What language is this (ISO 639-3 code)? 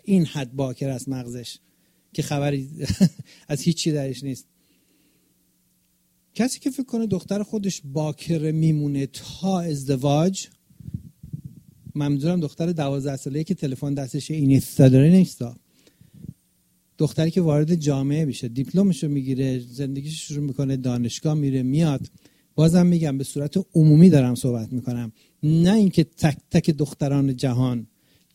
fas